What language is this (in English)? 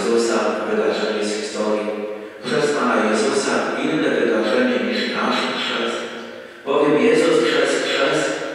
Polish